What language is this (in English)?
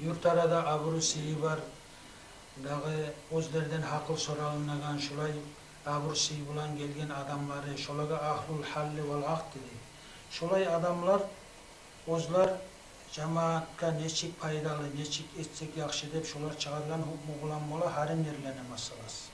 Kumyk